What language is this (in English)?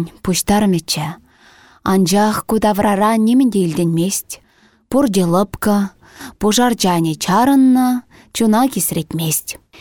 Chuvash